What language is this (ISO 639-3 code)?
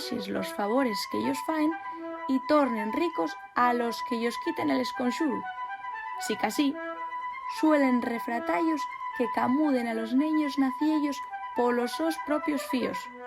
ast